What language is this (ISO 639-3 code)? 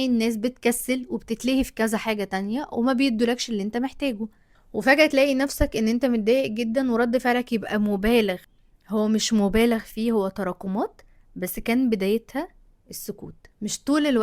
arz